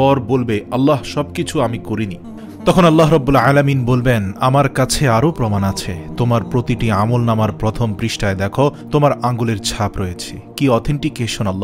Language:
Bangla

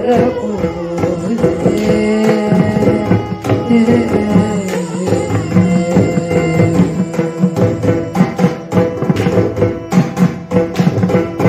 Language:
Kannada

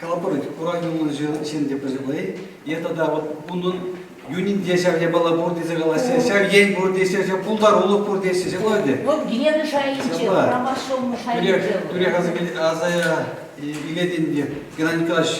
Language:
Chuvash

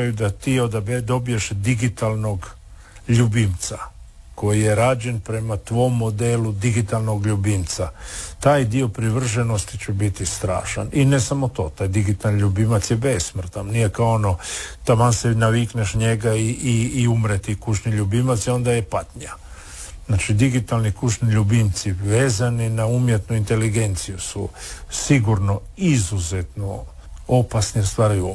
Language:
Croatian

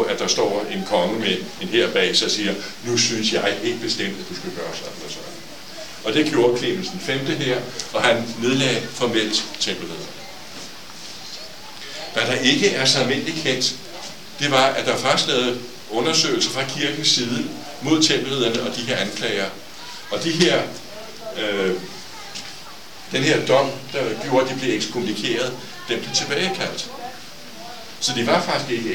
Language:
Danish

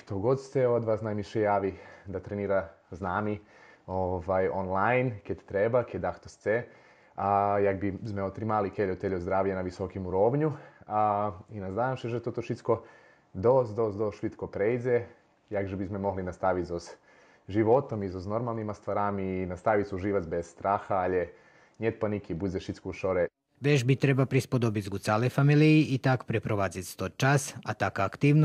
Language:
Rusyn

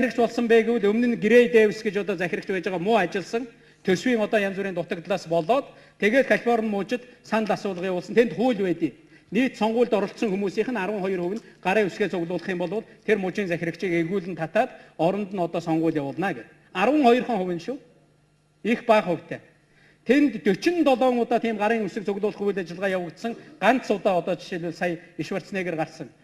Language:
Mongolian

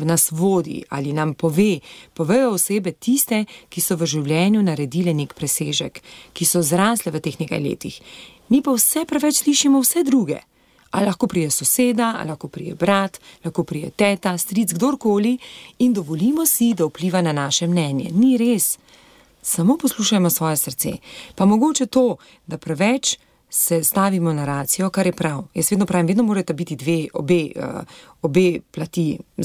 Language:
Slovenian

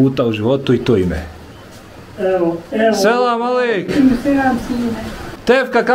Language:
Bosnian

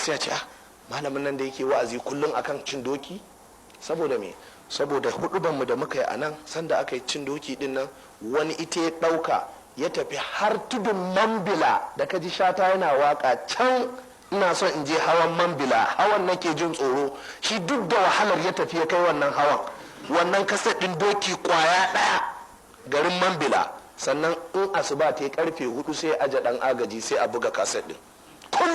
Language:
Hausa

